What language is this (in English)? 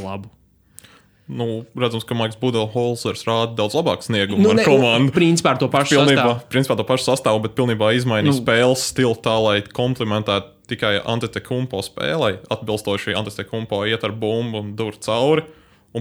Latvian